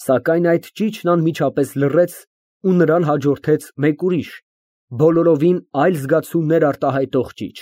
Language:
Armenian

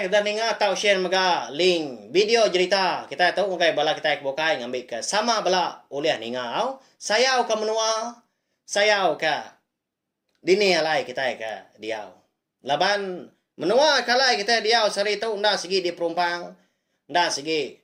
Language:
Iban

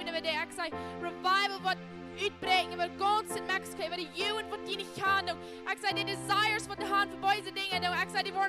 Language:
Plautdietsch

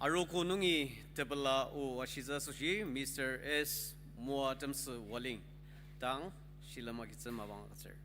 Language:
Ao Naga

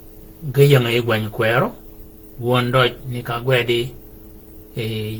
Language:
Shilluk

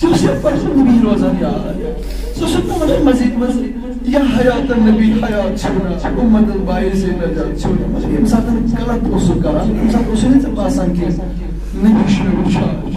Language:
Kashmiri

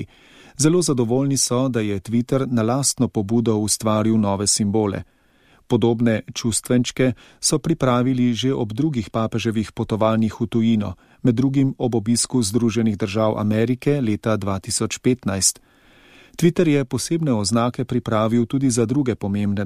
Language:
Slovenian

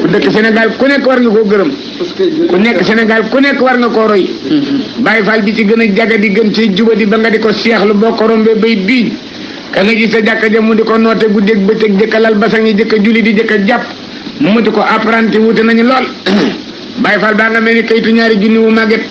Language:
Wolof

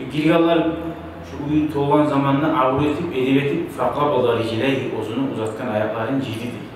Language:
Kumyk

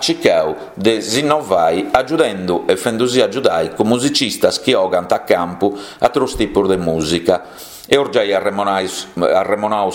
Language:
Sardinian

